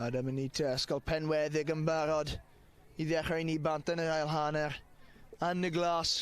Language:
Welsh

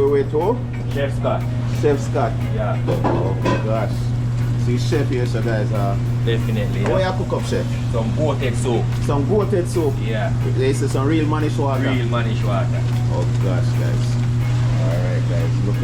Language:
Jamaican Creole English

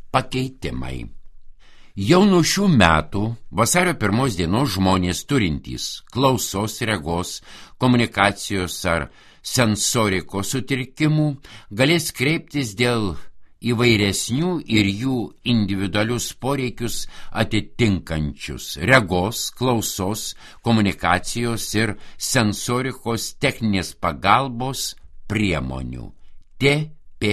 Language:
Lithuanian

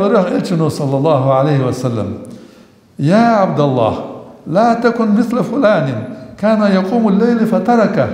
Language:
Ingush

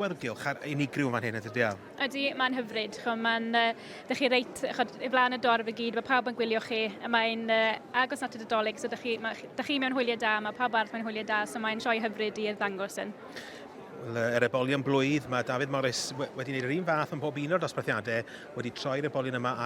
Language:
Welsh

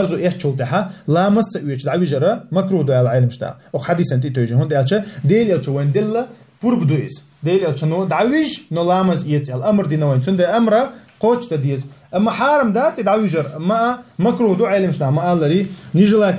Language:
Chechen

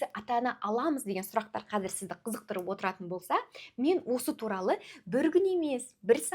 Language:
Kazakh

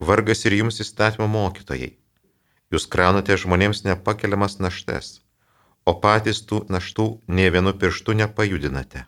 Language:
Lithuanian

